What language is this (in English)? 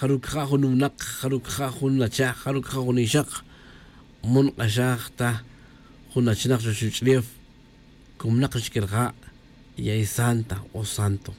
Tz'utujil